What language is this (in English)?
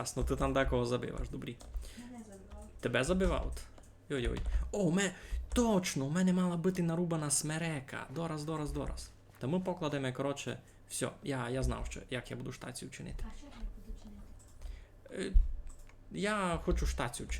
Rusyn